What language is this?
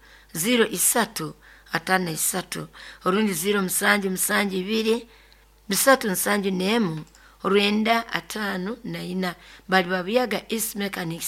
Nyoro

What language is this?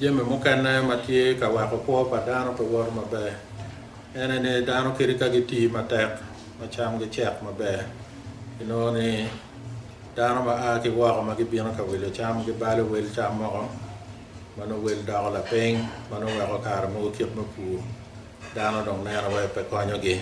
Acoli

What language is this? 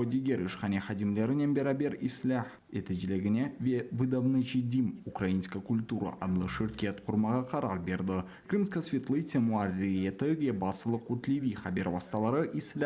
Crimean Tatar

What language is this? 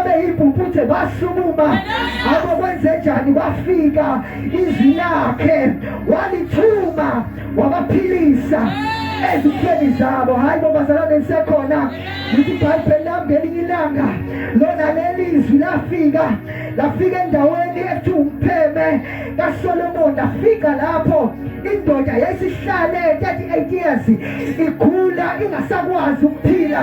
Zulu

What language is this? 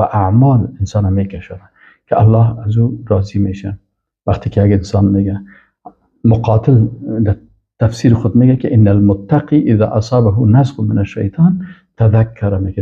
Persian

